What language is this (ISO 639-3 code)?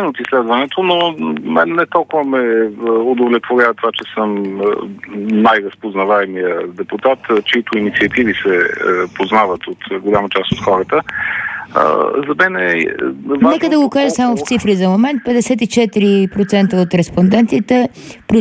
bul